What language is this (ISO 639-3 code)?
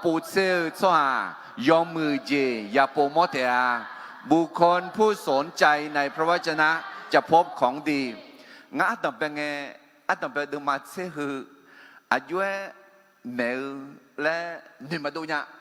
ahk